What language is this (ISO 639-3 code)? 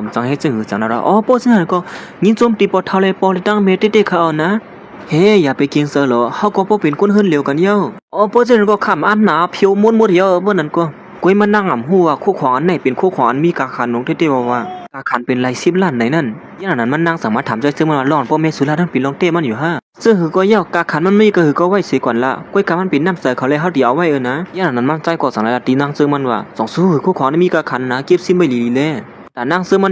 shn